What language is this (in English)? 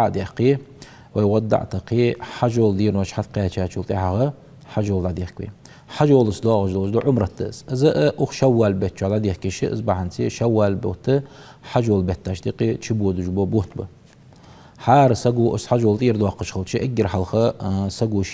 Ingush